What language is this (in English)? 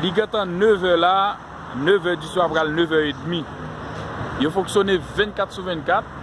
Haitian Creole